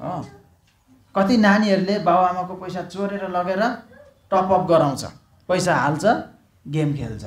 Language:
Nepali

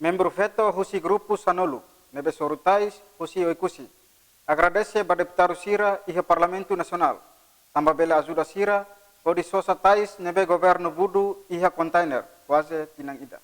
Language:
Tetum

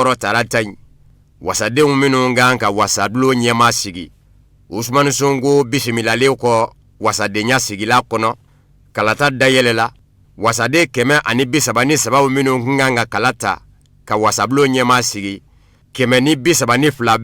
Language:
Bambara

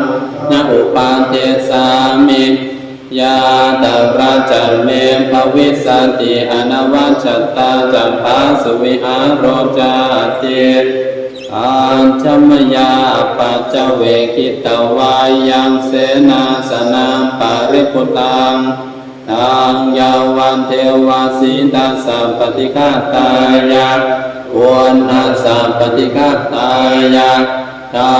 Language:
Pali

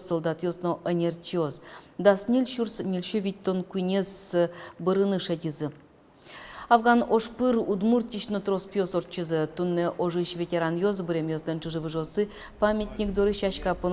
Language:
Udmurt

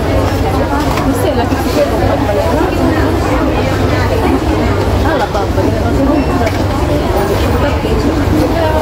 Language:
Portuguese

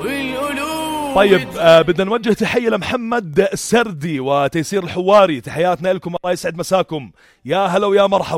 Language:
North Levantine Arabic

